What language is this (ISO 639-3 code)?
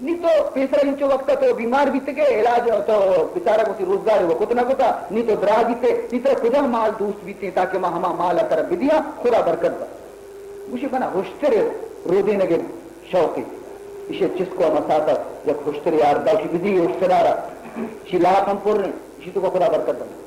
bal